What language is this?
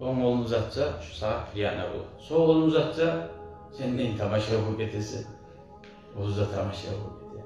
Kumyk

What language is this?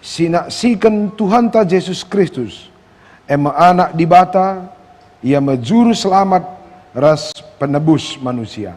Batak Karo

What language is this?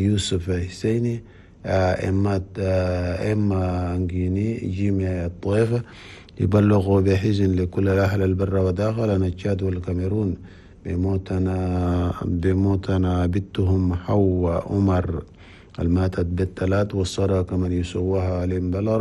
Chadian Arabic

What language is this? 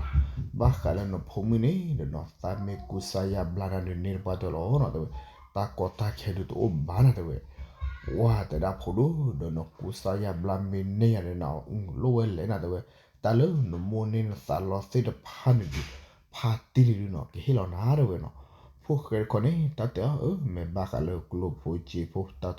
S'gaw Karen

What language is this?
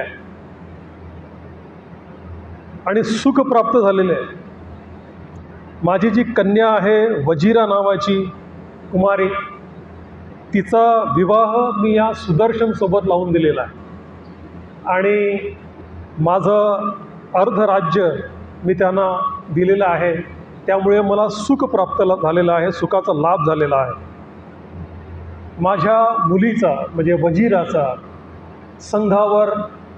Marathi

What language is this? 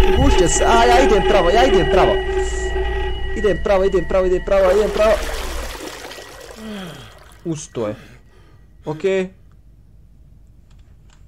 Croatian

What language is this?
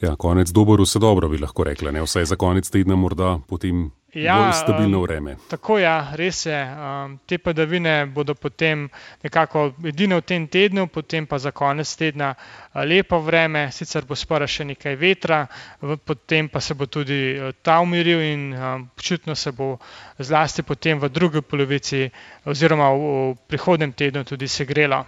Slovenian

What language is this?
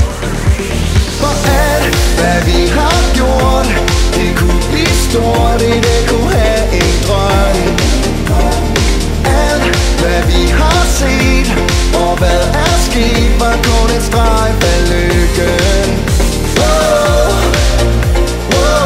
Danish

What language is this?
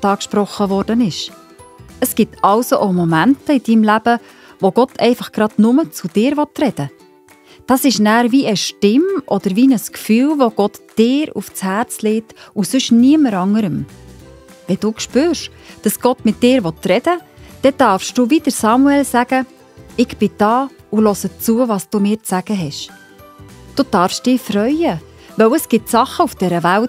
Swiss German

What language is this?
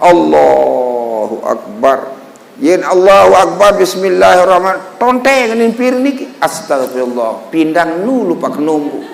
Sasak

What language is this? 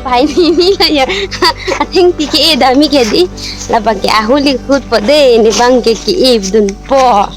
Karbi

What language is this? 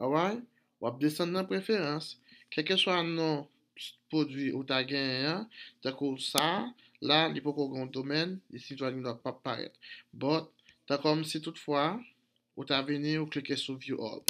Haitian Creole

